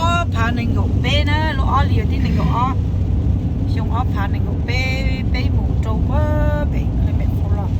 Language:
Hmong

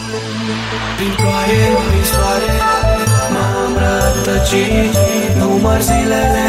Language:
Romanian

